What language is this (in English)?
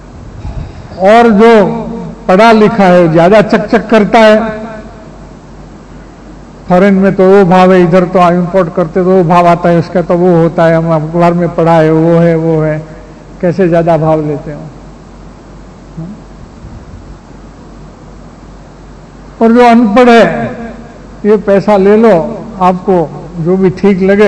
Hindi